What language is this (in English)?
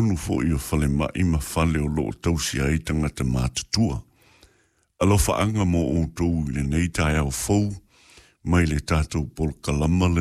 Samoan